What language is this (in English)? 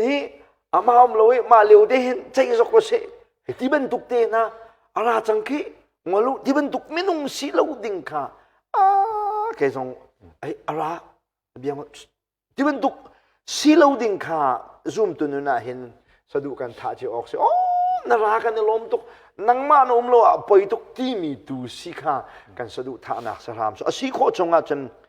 Hakha Chin